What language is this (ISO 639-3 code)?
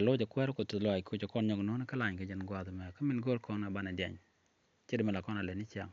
nus